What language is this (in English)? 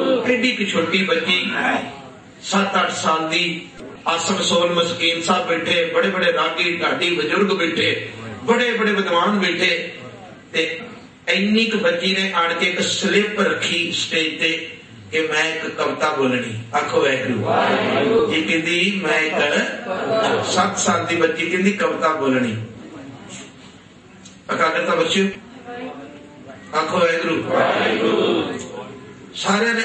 Punjabi